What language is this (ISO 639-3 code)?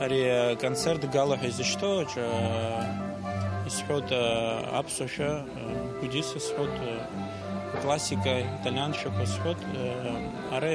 abk